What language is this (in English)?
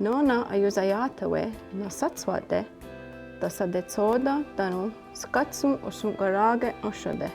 Mohawk